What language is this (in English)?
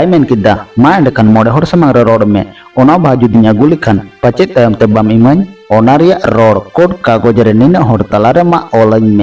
Santali